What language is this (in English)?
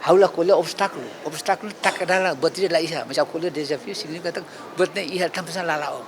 Tetum